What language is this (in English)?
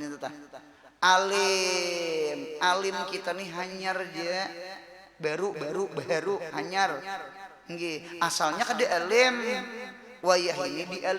Banjar